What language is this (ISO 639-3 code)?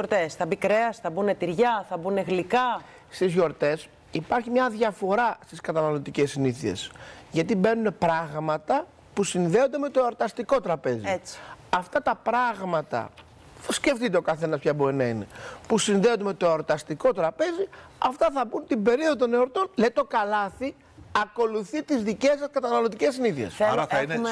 ell